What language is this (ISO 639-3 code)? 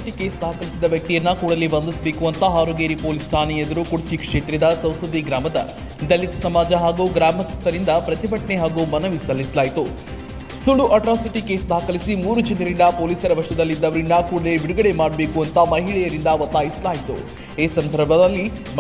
kan